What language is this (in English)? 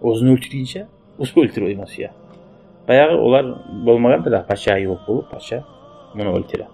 Kumyk